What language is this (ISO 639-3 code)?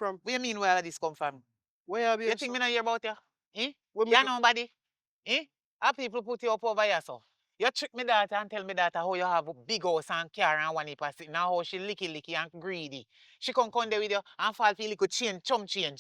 jam